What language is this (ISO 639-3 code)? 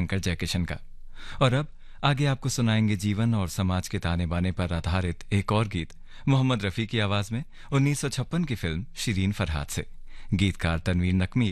hin